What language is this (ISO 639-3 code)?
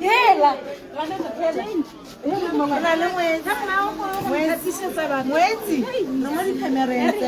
tsn